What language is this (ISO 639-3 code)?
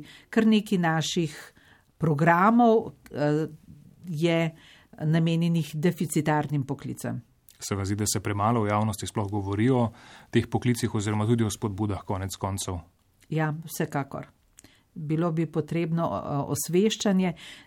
slv